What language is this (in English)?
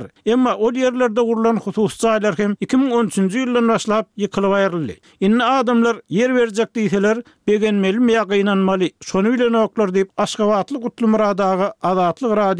Turkmen